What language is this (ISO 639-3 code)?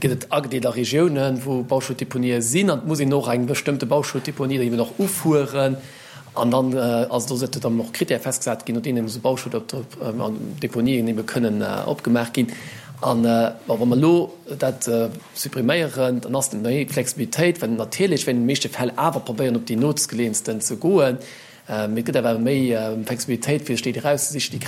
ltz